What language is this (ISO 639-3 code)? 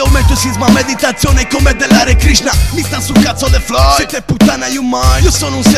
ita